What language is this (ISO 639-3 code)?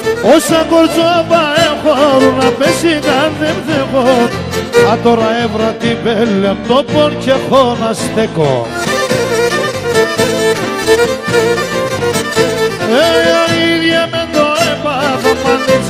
pnt